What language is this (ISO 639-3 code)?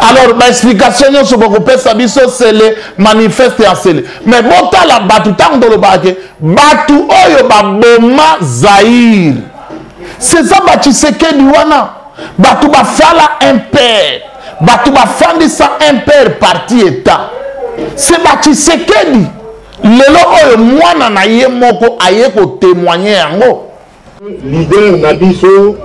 lin